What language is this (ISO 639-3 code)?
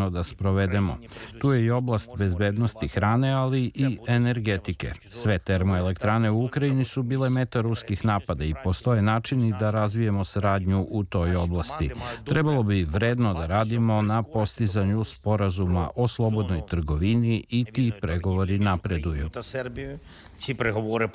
srp